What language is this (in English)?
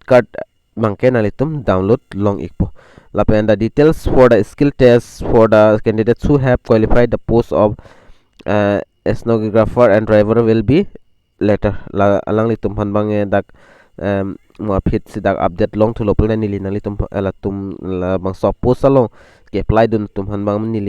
Karbi